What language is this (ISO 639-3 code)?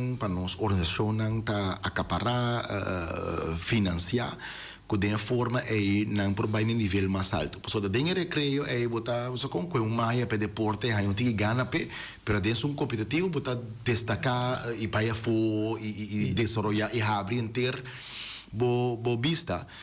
pap